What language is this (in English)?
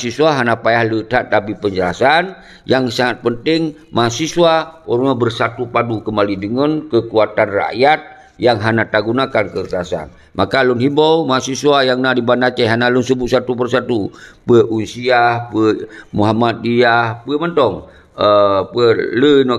Achinese